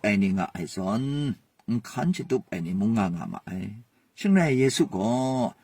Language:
Kachin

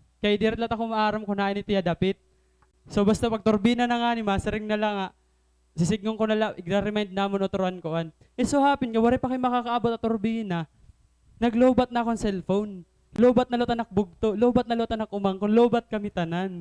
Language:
Waray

